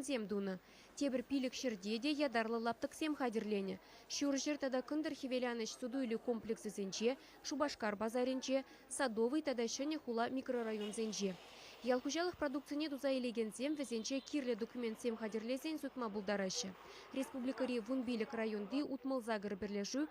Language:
Chuvash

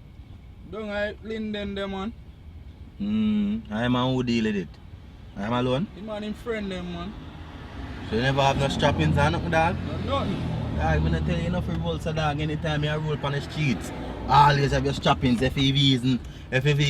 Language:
Jamaican Creole English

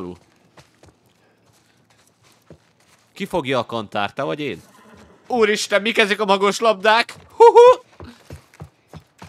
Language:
Hungarian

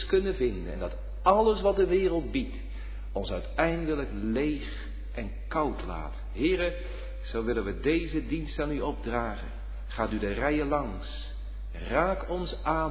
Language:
Dutch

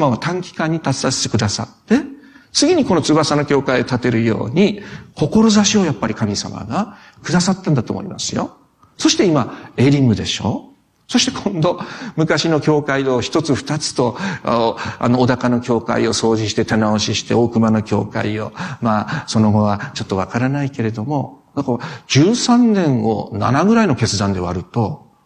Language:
Japanese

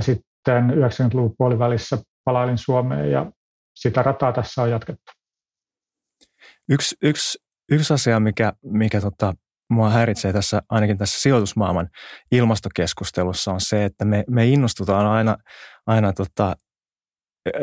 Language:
Finnish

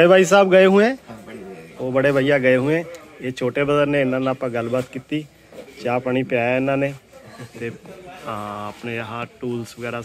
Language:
Punjabi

